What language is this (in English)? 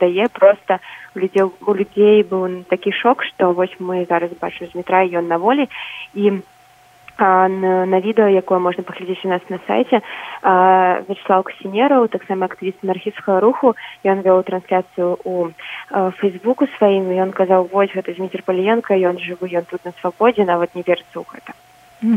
Belarusian